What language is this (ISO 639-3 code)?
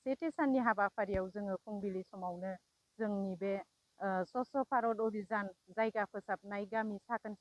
brx